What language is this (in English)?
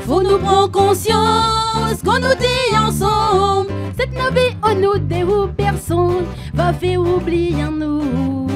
Réunion Creole French